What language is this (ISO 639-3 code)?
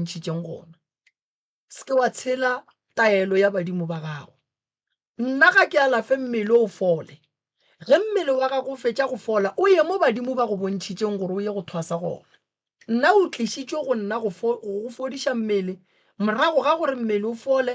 nso